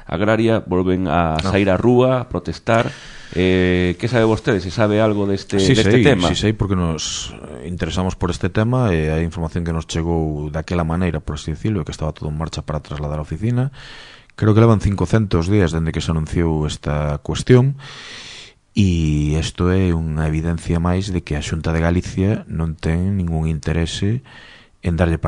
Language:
Galician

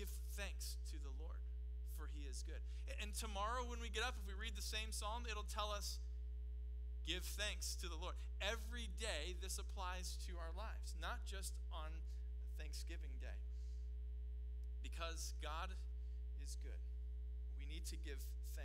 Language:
English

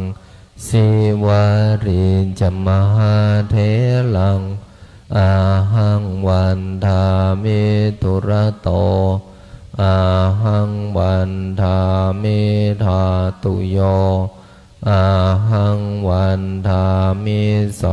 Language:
Pali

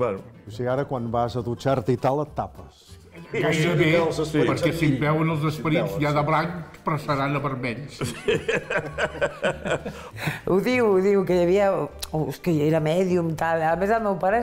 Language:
Catalan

